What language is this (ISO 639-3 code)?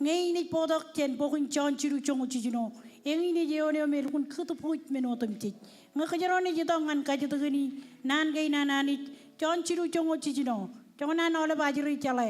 mah